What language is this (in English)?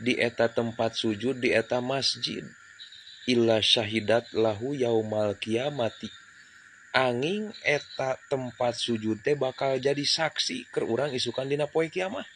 Sundanese